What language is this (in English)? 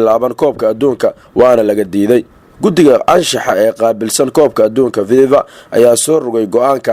Somali